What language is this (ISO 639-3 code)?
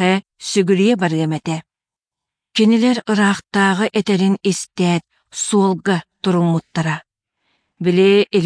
sah